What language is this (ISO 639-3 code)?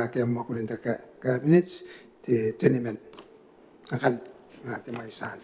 gil